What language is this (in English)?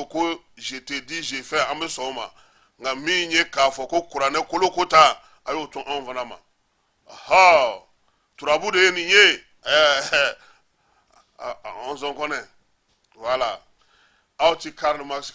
Bambara